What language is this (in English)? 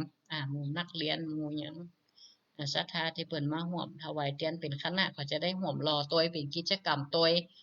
Northern Thai